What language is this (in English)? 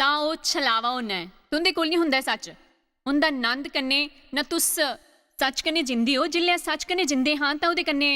Dogri